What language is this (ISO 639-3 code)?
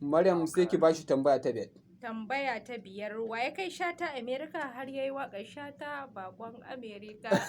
hau